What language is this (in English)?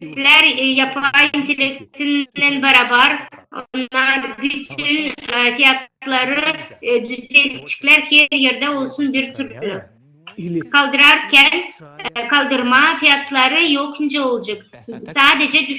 Gagauz